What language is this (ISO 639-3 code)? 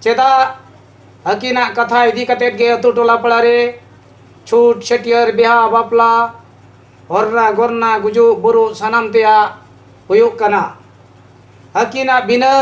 sat